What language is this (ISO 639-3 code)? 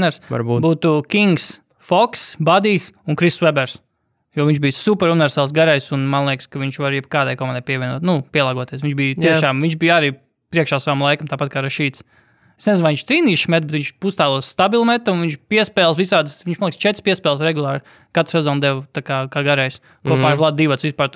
lav